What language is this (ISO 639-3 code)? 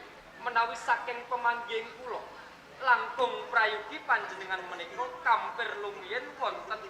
jav